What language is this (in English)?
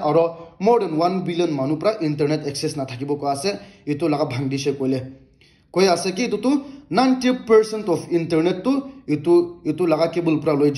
Naga Pidgin